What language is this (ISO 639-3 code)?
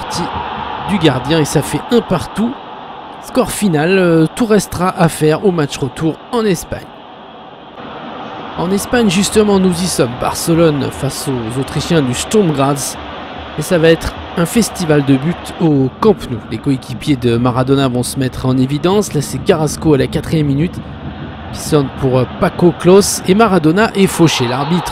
fra